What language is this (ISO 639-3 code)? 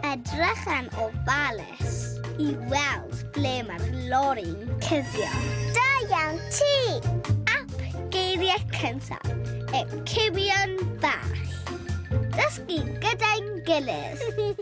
cym